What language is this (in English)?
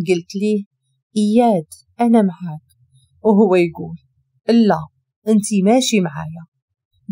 Moroccan Arabic